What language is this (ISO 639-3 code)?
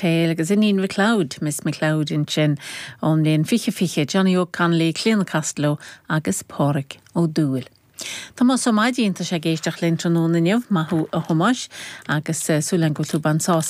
gle